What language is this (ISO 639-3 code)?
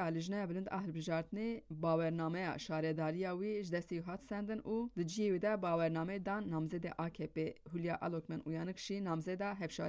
kur